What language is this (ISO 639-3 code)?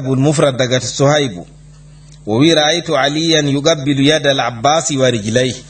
ful